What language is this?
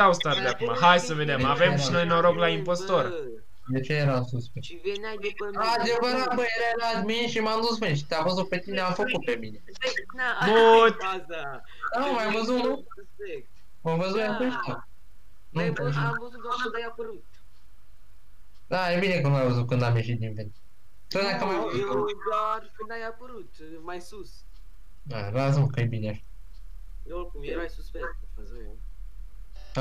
Romanian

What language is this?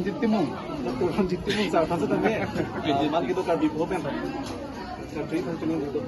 Karbi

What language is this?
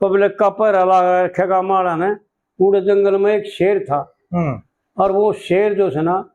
Haryanvi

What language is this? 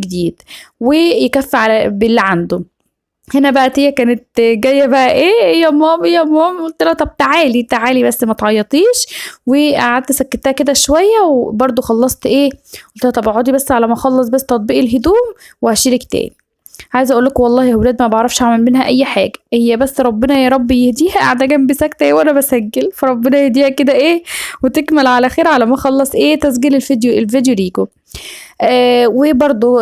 Egyptian Arabic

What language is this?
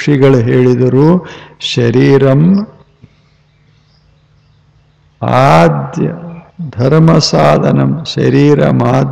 Kannada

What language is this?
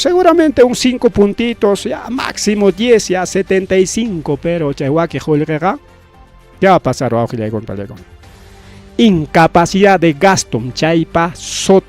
Ayacucho Quechua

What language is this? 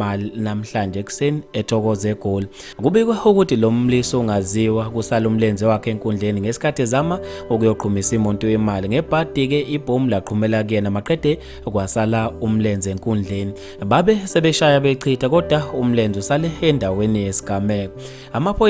Zulu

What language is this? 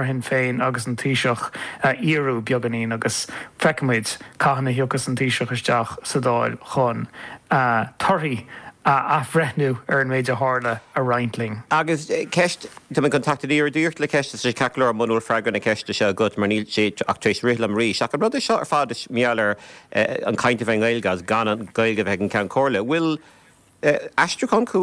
Irish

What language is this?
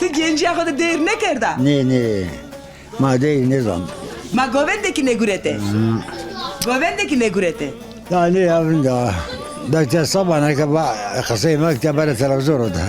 Zaza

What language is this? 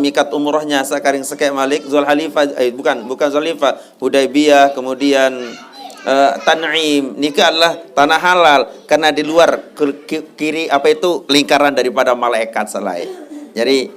Sasak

